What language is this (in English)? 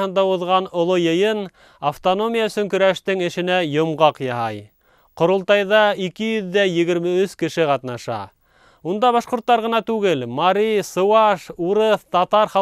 Bashkir